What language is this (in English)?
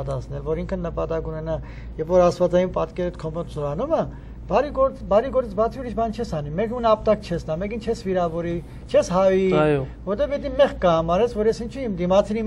Armenian